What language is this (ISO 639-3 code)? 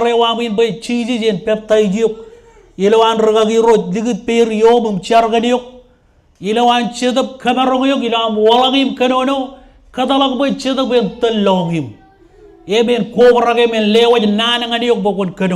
mah